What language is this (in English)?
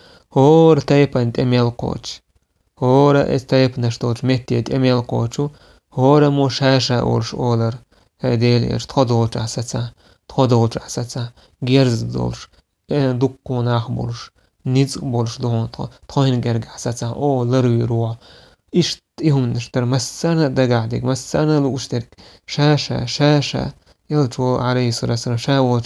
Chechen